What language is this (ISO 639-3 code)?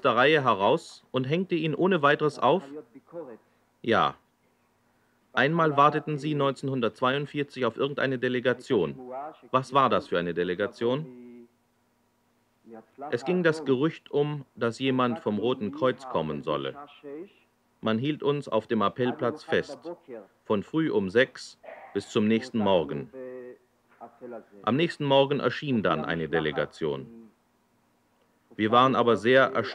deu